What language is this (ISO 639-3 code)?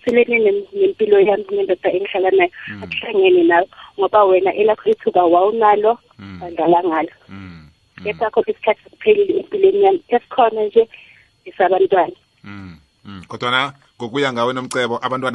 nbl